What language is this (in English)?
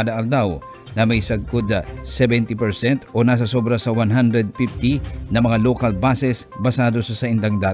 Bikol